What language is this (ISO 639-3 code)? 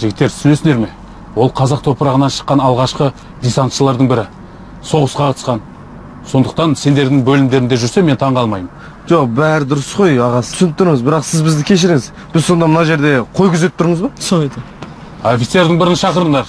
kaz